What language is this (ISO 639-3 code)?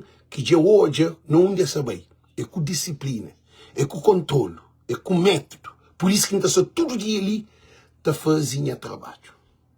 kea